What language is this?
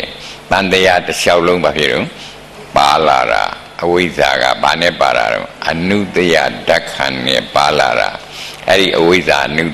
Burmese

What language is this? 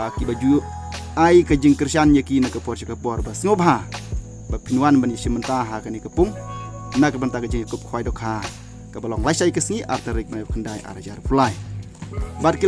Khasi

